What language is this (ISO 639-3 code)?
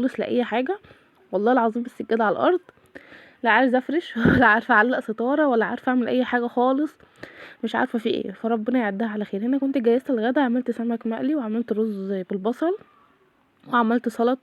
arz